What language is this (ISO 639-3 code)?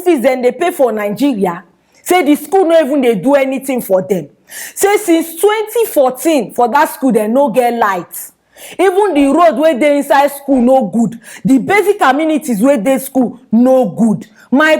pcm